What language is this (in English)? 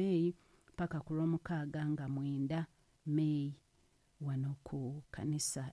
Ganda